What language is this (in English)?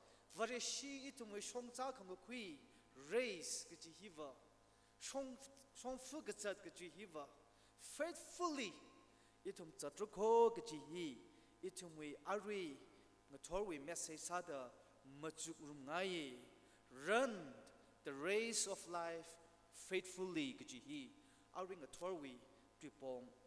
Tangkhul Naga (India)